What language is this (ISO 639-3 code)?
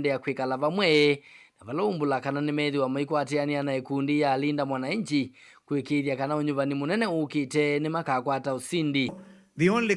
kam